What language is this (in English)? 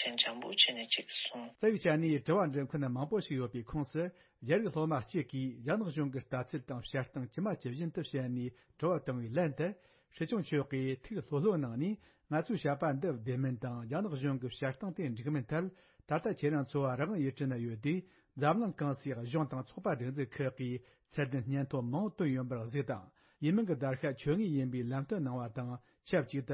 Tibetan